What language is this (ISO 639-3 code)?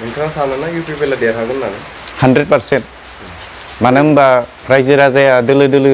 brx